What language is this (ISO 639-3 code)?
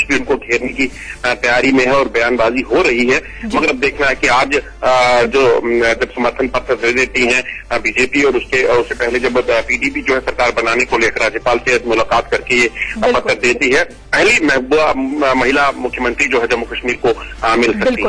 hin